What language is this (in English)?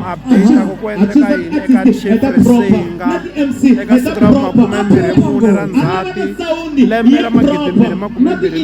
Tsonga